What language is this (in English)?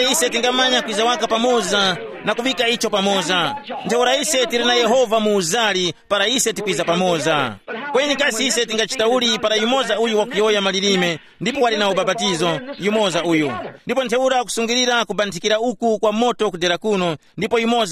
Tumbuka